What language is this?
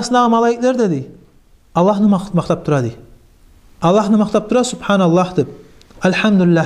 Kumyk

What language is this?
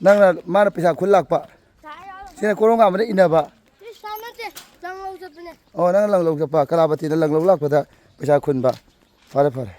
Manipuri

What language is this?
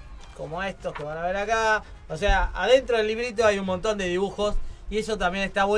Spanish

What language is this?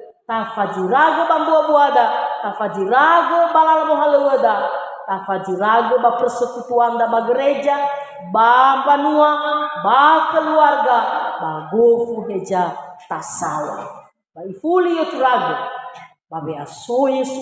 Nias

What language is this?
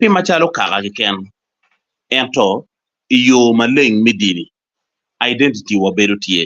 Acoli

